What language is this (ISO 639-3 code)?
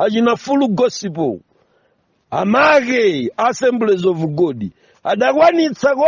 nya